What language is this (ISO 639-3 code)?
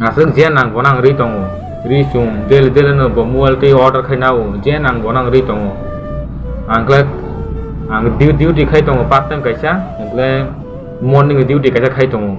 trp